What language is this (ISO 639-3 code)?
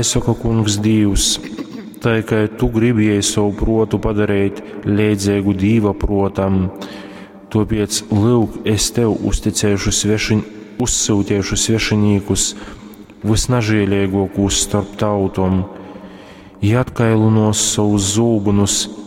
ltg